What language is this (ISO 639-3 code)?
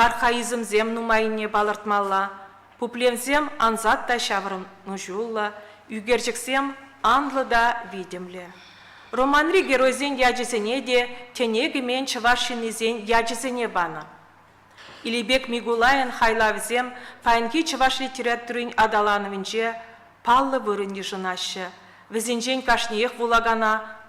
chv